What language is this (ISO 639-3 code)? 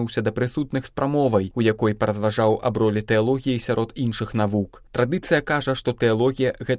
bel